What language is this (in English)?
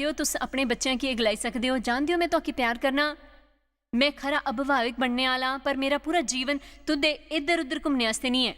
Dogri